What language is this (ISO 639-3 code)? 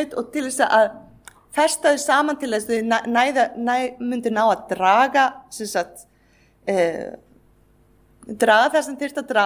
isl